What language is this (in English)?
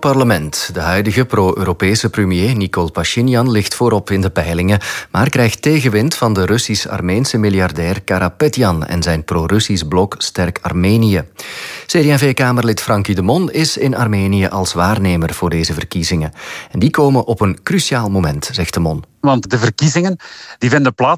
Dutch